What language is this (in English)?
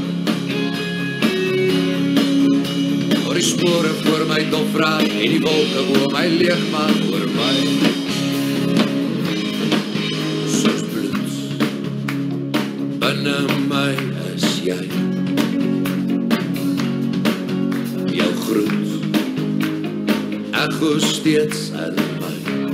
Afrikaans